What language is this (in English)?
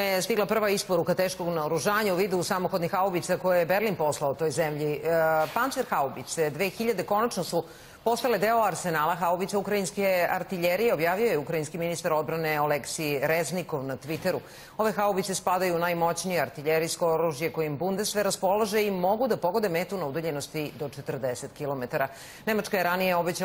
Serbian